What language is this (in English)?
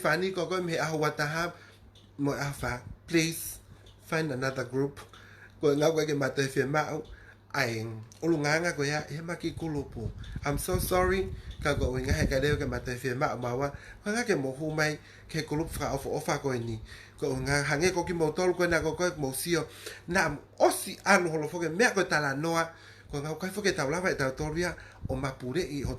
Tongan